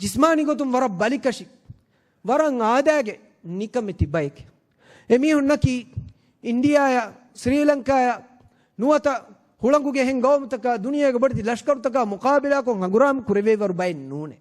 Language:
Divehi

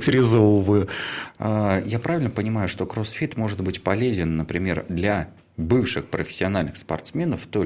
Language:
Russian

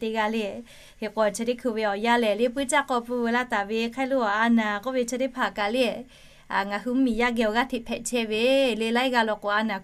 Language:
Lahu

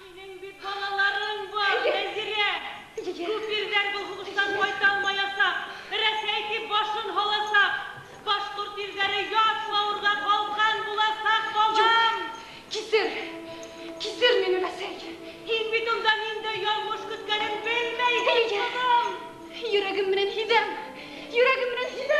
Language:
Bashkir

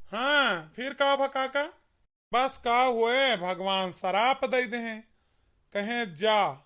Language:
Awadhi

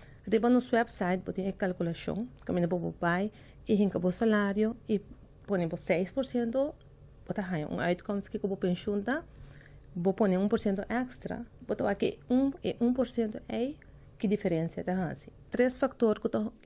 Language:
Papiamento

